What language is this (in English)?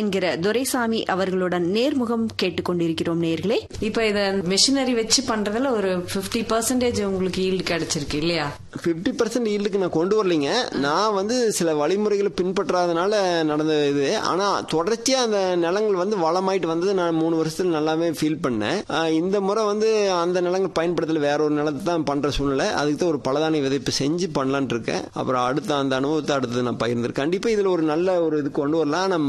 Tamil